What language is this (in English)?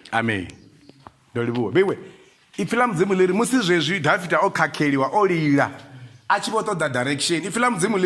Venda